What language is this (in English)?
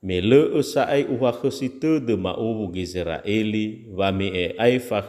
Nias